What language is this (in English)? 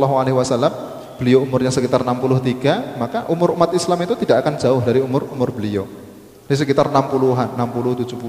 Indonesian